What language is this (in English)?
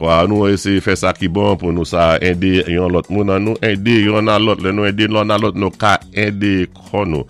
Saint Lucian Creole French